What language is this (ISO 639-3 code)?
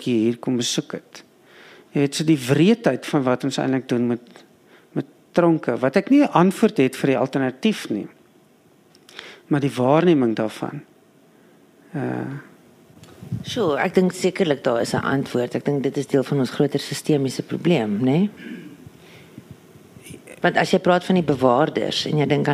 afr